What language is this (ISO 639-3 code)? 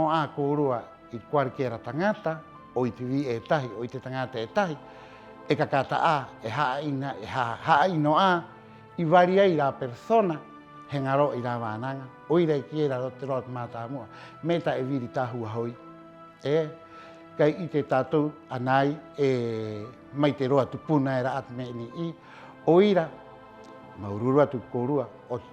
rap